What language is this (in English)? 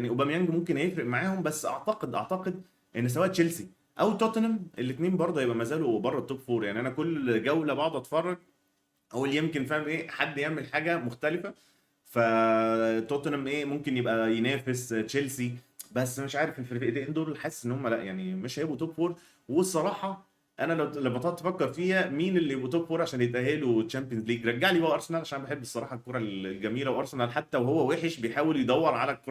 Egyptian Arabic